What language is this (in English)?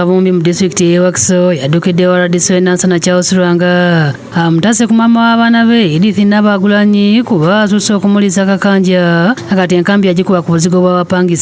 Ganda